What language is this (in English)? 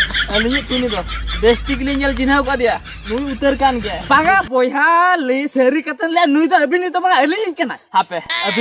Santali